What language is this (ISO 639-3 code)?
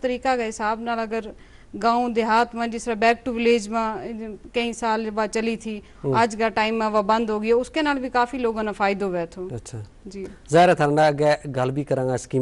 gju